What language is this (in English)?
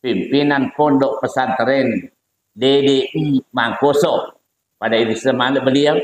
Buginese